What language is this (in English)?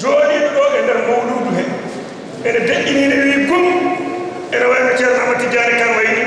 Fula